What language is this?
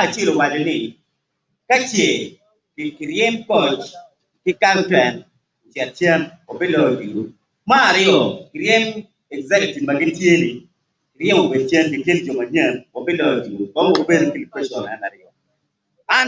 Acoli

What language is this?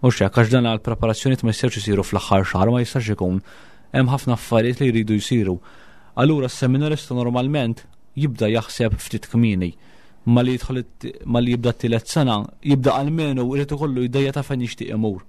Maltese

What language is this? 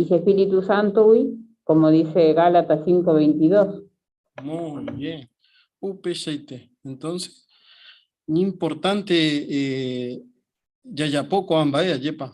Guarani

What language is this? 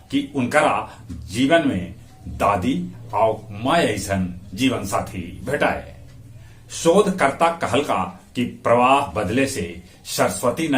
Magahi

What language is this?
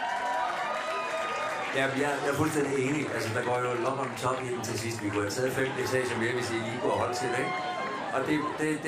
Danish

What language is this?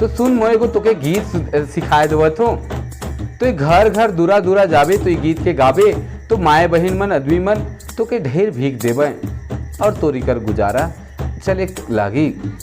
Sadri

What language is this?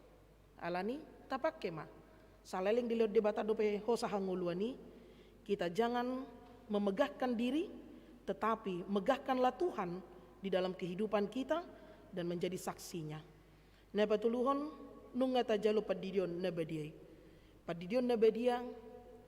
Batak Toba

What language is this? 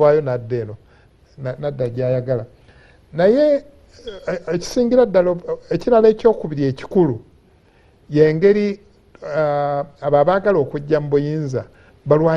Ganda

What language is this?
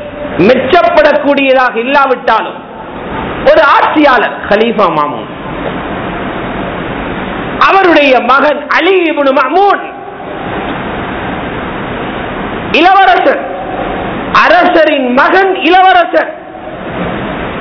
Tamil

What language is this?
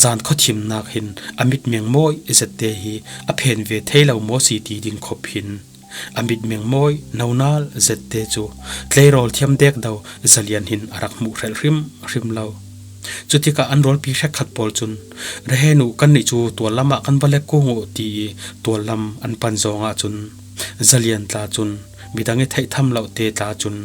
Falam Chin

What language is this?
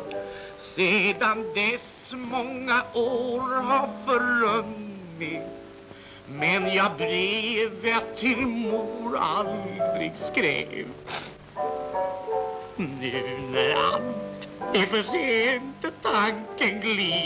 Swedish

